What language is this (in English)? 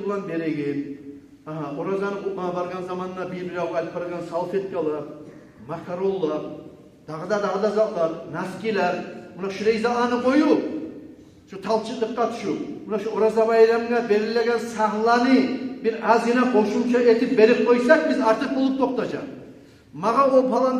Kumyk